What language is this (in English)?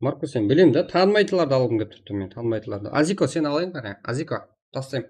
Kara-Kalpak